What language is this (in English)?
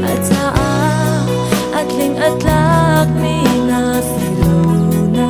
Hakha Chin